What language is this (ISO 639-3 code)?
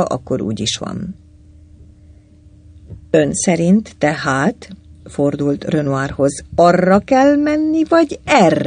hun